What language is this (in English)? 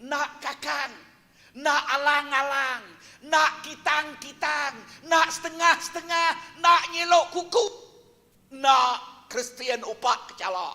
Iban